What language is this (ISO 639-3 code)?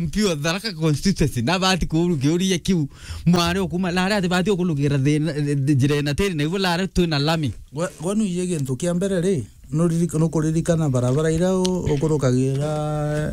mer